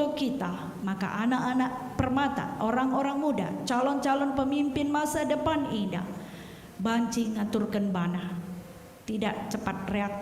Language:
Batak Karo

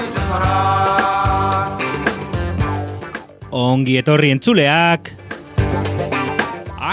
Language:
Basque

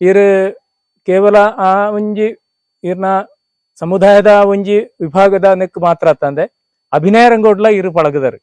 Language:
Tulu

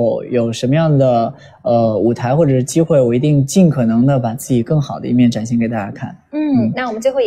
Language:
Chinese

